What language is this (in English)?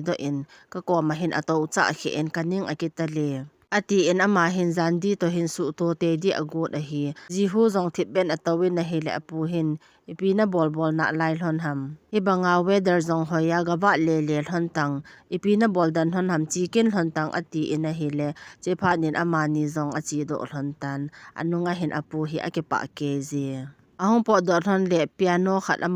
Thado Chin